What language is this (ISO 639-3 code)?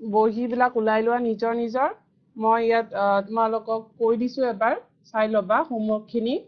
asm